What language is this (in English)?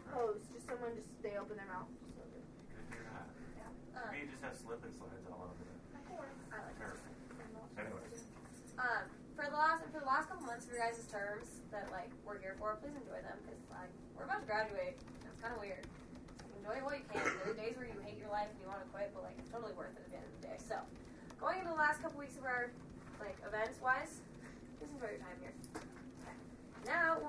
English